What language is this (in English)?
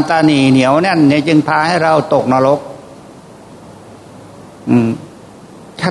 Thai